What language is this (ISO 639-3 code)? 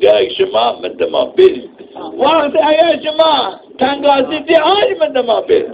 zza